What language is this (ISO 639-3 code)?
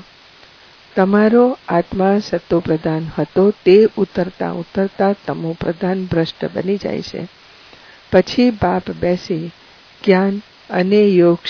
guj